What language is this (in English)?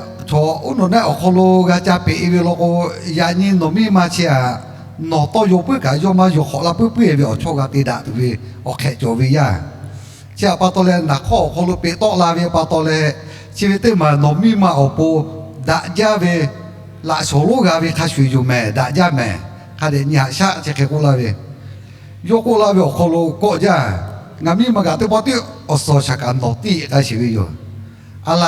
Lahu